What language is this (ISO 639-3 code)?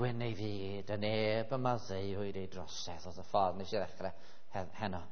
cym